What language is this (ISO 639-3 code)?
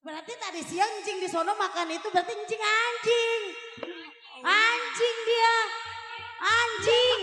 bew